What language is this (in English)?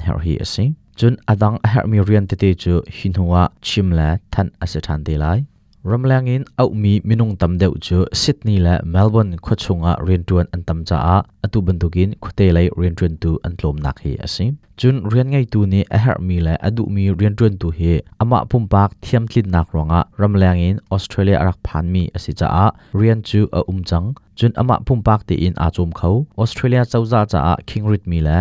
Hakha Chin